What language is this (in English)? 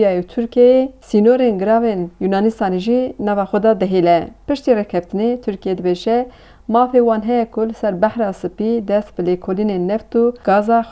Kurdish